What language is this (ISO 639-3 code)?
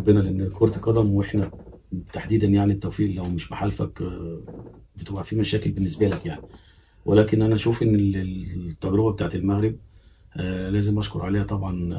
arz